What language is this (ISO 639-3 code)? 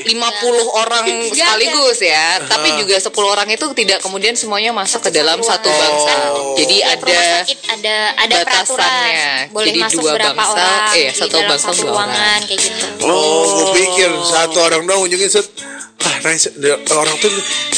ind